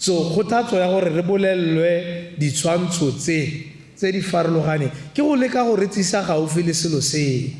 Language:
Tswana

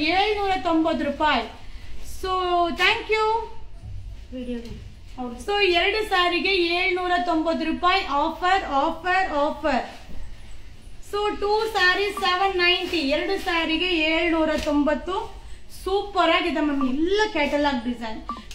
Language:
Kannada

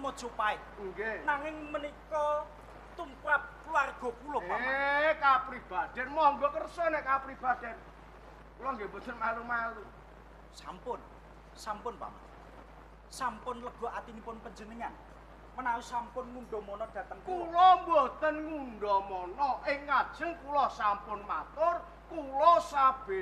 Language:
Javanese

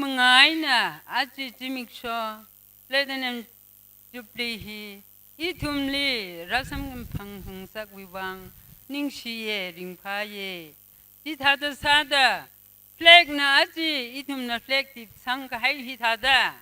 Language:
Tangkhul Naga (India)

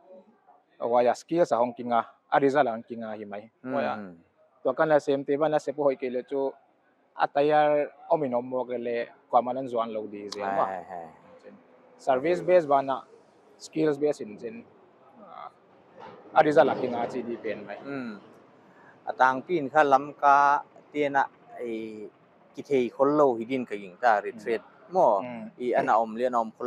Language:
Paite Chin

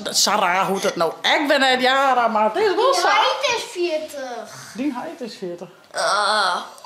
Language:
Western Frisian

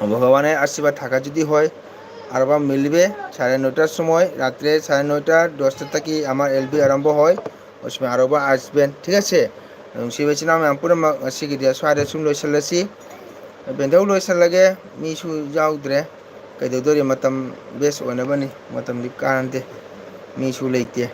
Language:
Manipuri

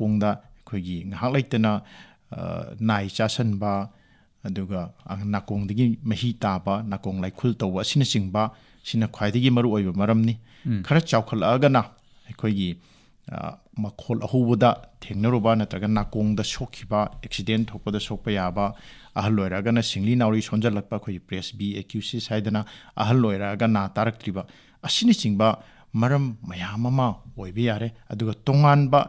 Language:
Manipuri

